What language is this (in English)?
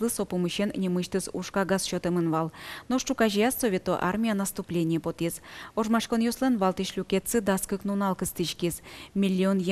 Udmurt